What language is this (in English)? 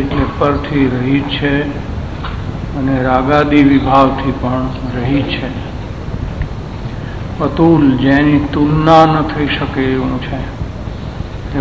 Gujarati